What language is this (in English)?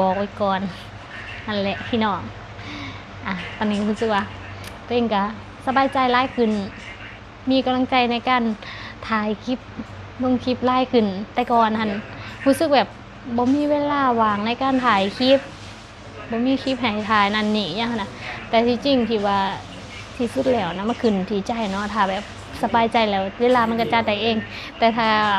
Lao